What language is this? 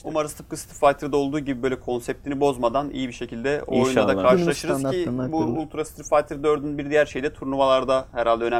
Turkish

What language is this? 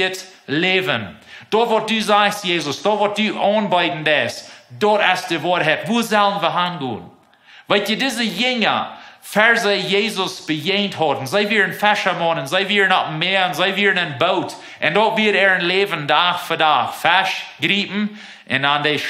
Plautdietsch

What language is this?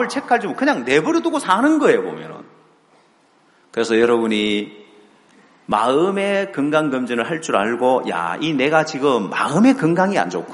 Korean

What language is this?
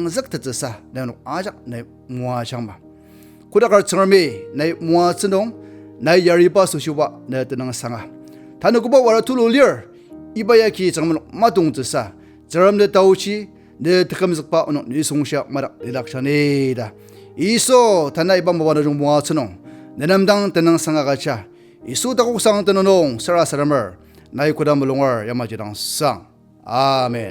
Ao Naga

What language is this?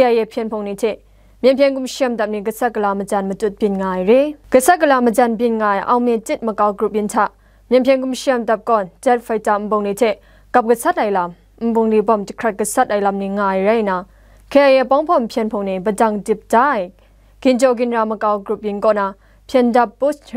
Kachin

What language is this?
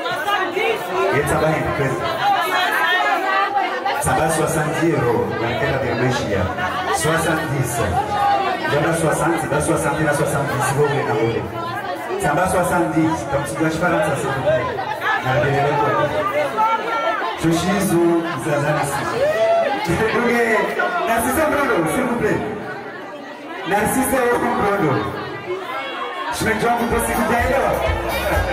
Swahili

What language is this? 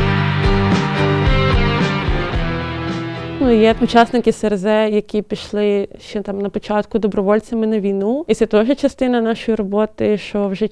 Ukrainian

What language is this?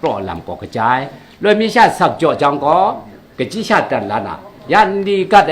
Kachin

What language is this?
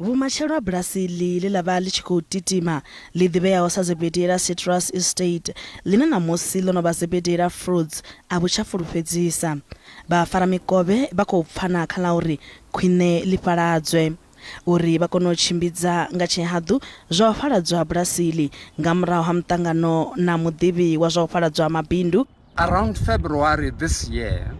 Venda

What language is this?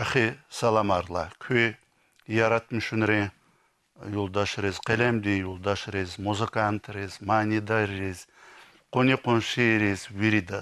Lezghian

